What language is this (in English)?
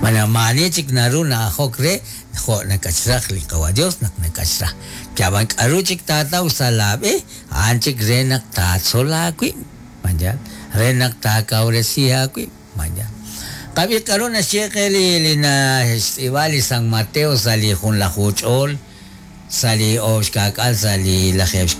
Kekchí